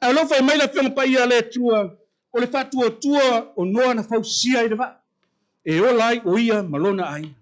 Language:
Samoan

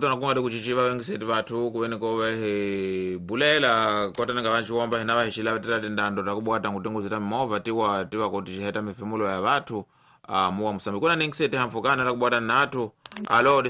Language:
Tsonga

